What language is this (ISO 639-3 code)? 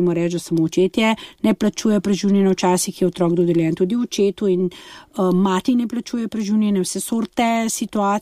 slv